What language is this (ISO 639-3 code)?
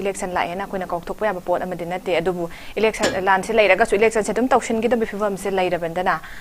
mni